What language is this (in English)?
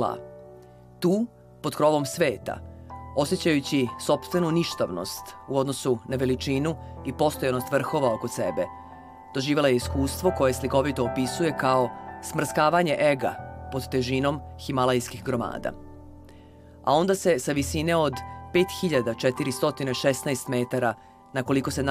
Serbian